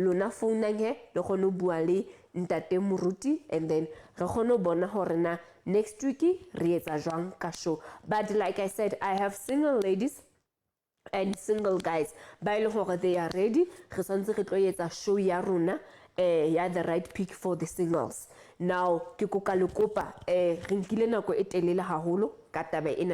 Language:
Southern Sotho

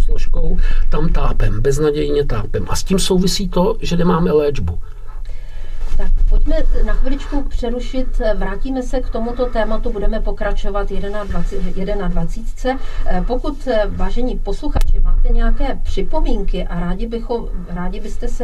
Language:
Czech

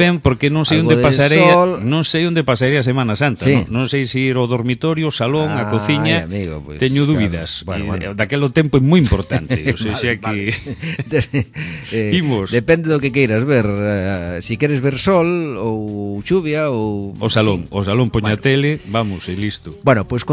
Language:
Galician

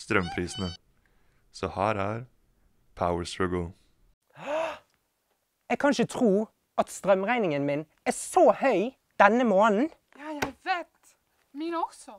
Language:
Norwegian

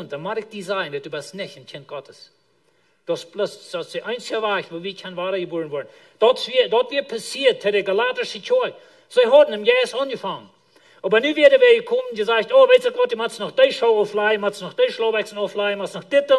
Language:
Plautdietsch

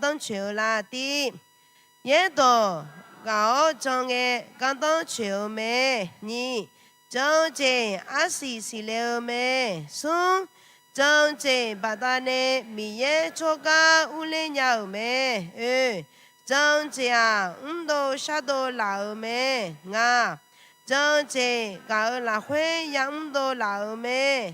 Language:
Akha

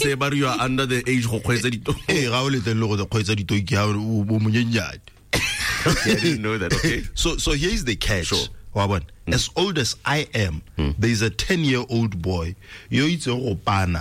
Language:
Tswana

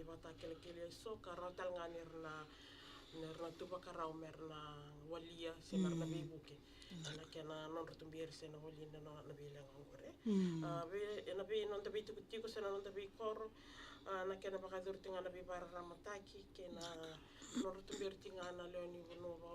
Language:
Fijian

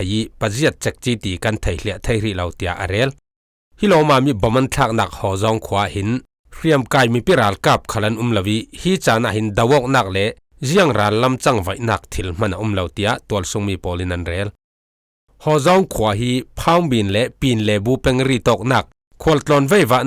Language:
Falam Chin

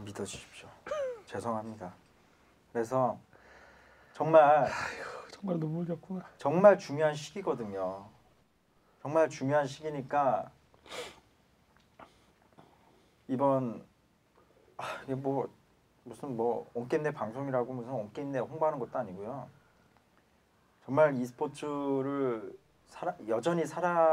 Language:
Korean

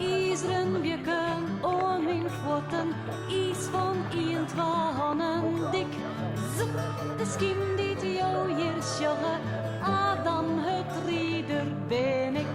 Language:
Western Frisian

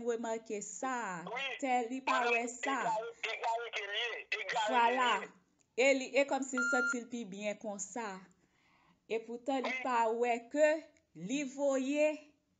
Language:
Haitian Creole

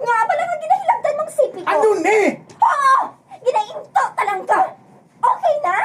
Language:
Hiligaynon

